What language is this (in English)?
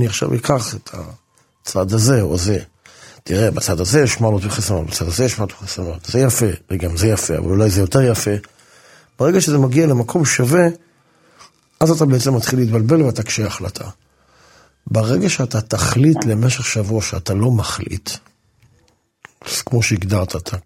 Hebrew